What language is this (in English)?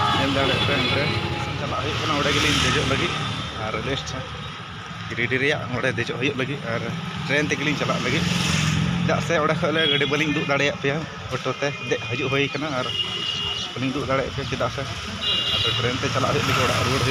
Santali